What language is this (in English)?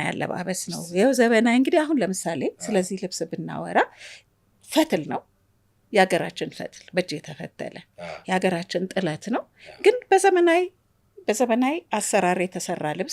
Amharic